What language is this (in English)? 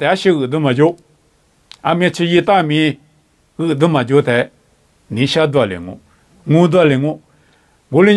Lisu